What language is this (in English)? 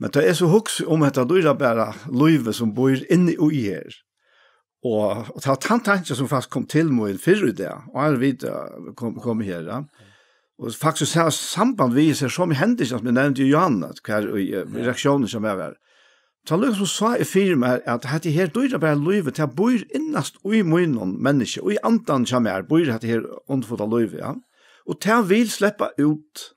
Faroese